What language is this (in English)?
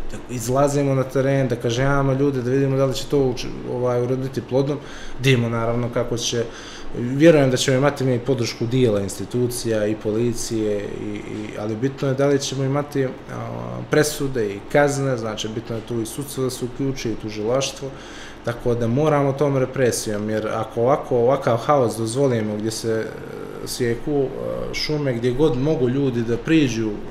Bosnian